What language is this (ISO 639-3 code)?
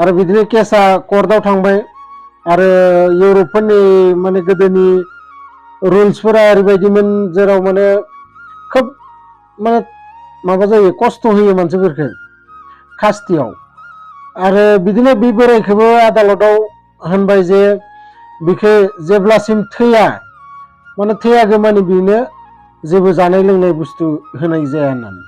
brx